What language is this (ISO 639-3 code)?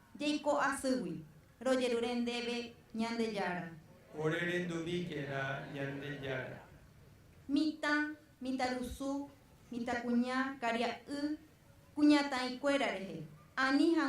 grn